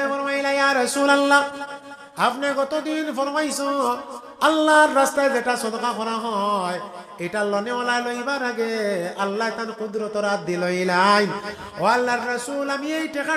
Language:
Sylheti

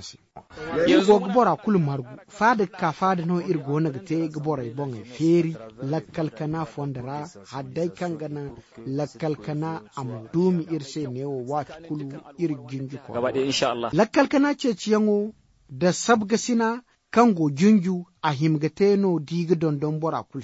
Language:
Zarma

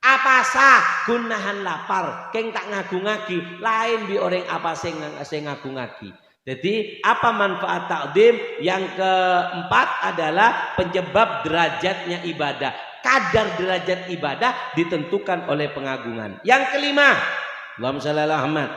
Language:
Madurese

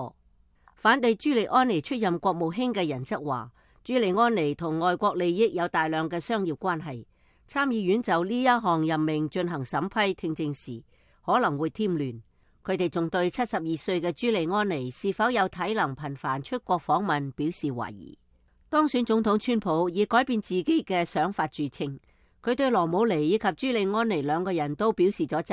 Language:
Cantonese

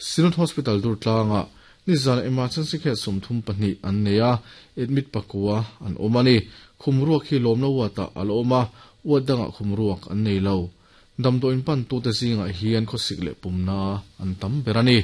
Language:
Mizo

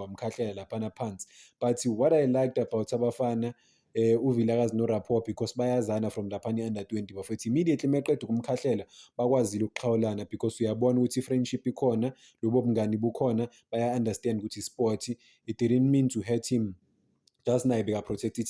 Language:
Zulu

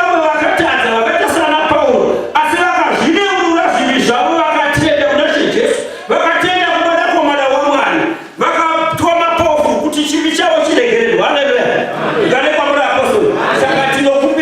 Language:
Shona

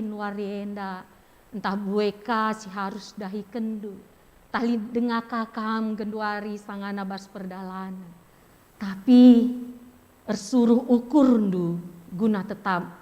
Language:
Batak Karo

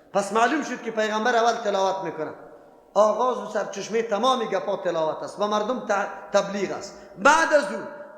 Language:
Persian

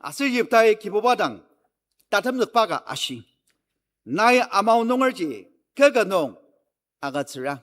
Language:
Ao Naga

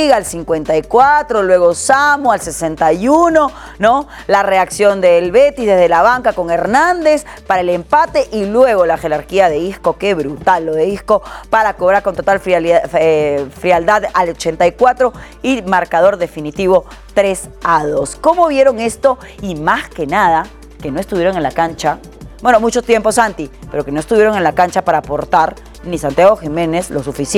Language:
Spanish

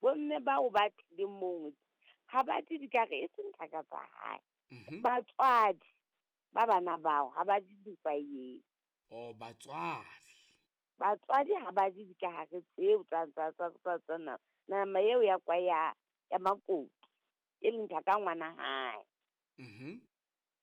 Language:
Southern Sotho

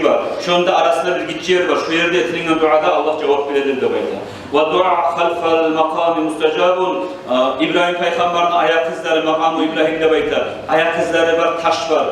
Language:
Kumyk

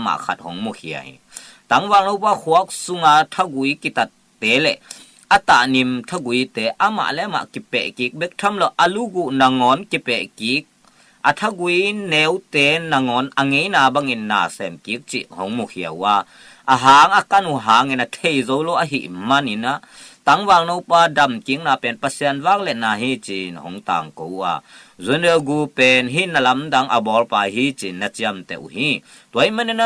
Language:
Tedim Chin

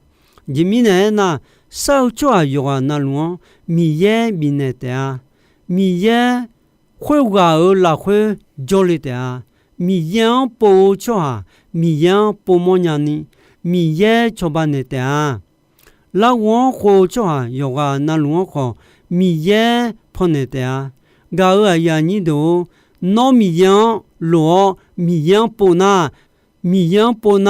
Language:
Akha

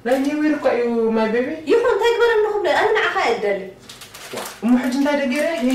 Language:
Tigrinya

